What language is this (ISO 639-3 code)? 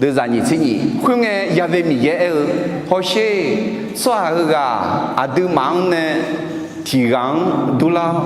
ahk